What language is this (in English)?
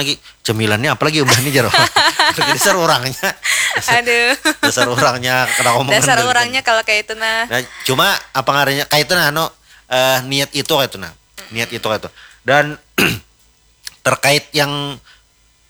Banjar